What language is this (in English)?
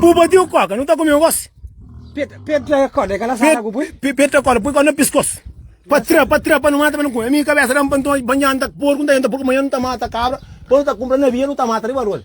Kabuverdianu